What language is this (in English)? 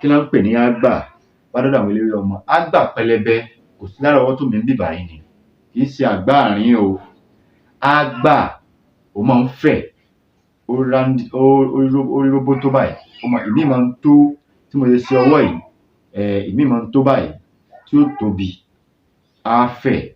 Yoruba